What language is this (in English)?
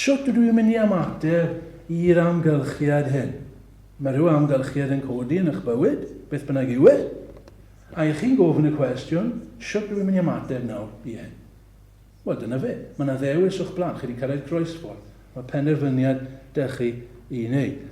Welsh